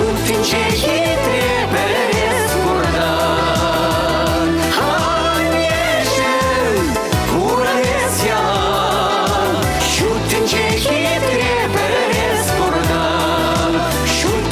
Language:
Chuvash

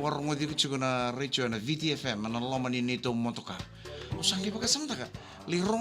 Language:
Fijian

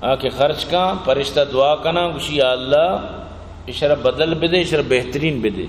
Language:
Eastern Balochi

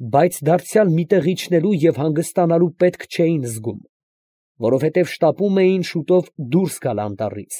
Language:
Armenian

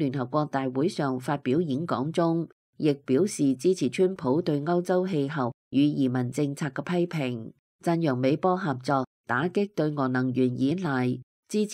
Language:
Cantonese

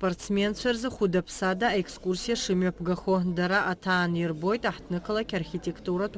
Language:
Abkhazian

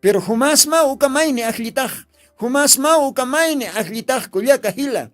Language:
Aymara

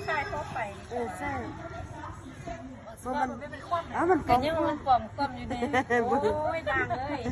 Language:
Lao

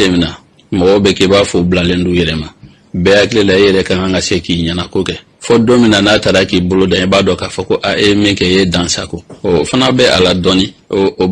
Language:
Bambara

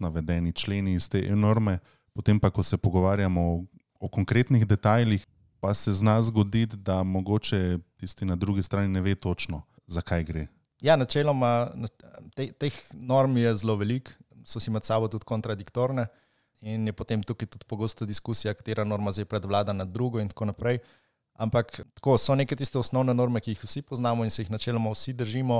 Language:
Slovenian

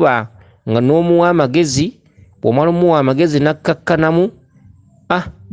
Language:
Ganda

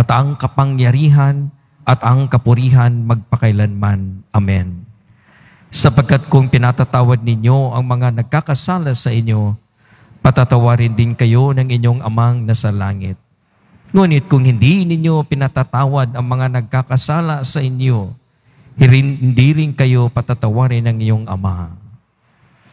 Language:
Filipino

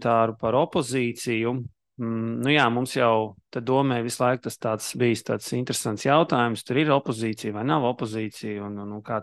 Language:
Latvian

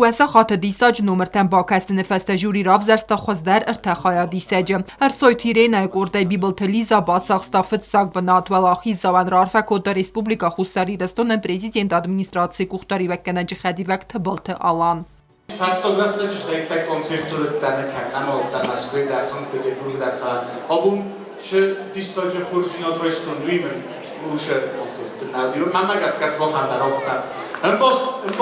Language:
Ossetic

